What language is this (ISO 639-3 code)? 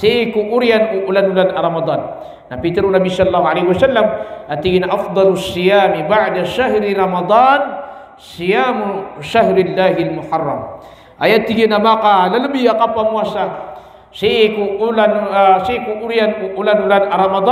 mrw